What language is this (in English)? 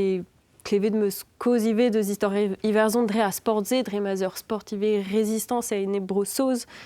Breton